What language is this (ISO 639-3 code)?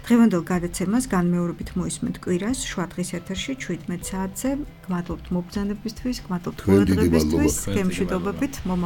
kat